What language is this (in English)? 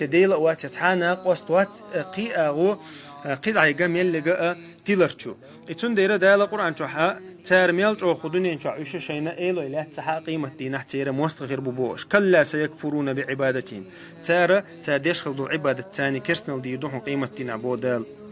Chechen